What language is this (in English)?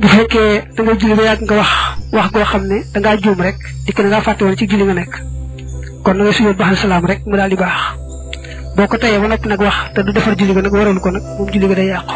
Wolof